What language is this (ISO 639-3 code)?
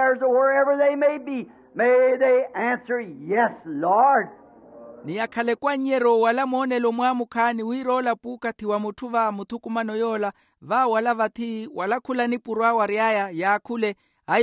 vmw